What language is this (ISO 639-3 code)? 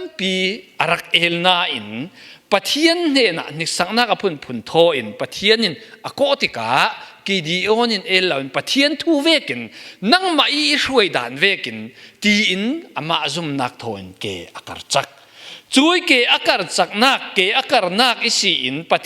cfm